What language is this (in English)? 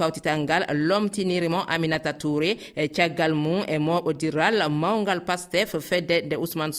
Fula